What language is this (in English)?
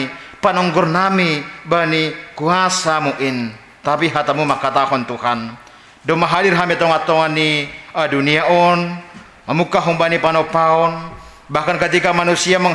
Batak Simalungun